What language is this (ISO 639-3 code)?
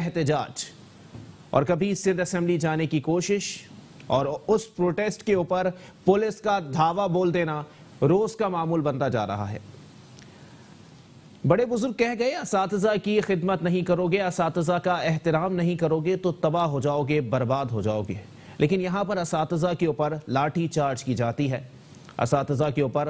urd